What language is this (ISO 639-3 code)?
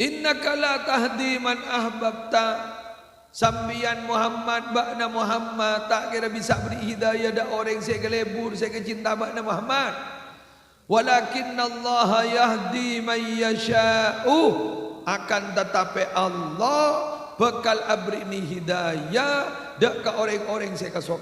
mad